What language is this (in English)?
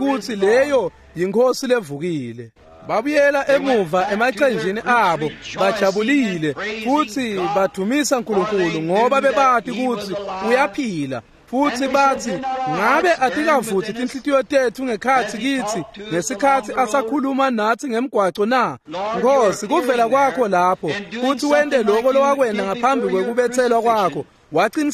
Swati